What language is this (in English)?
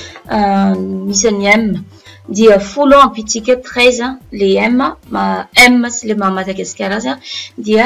Malagasy